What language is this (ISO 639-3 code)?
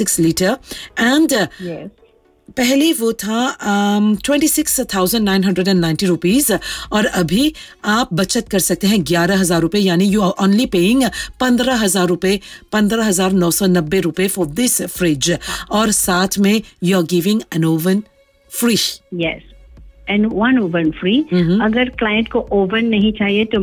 hin